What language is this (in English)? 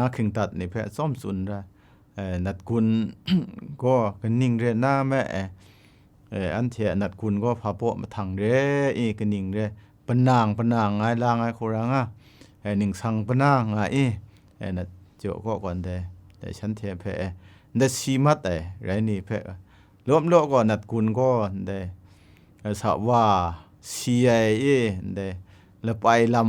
Kachin